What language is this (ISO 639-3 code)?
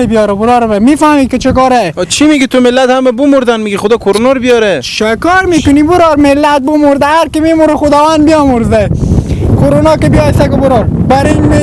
fas